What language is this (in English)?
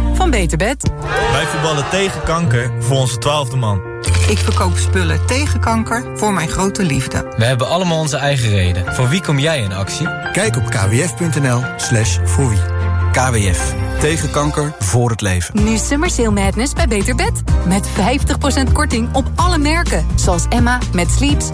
Dutch